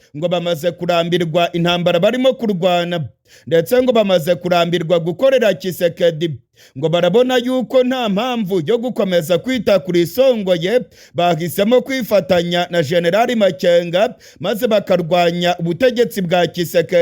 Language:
Rundi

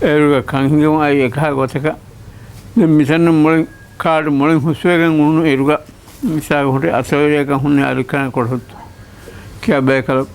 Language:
Divehi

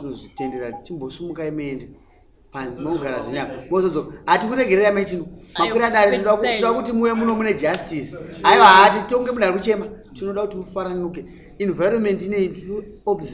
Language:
Shona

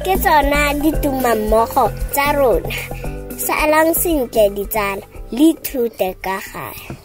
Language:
Tswana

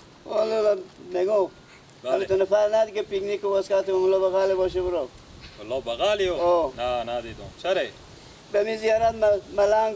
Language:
Persian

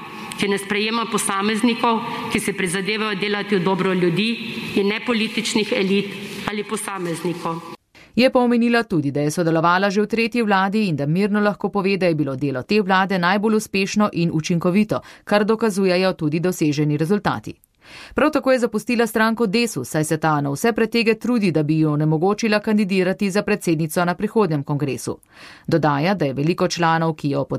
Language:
Slovenian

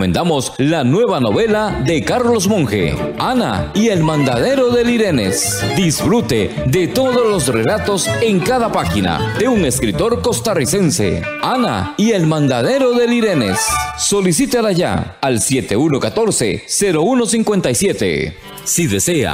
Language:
Spanish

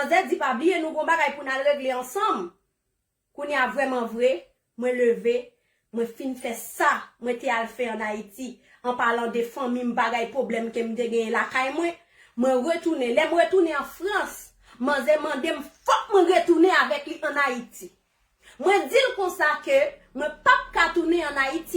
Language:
Haitian Creole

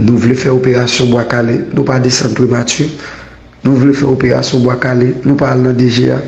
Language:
Haitian Creole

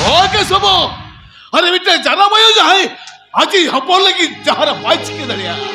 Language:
Santali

